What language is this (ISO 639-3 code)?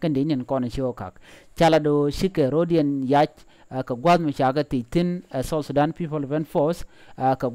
nus